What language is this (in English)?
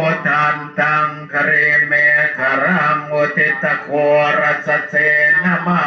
Pali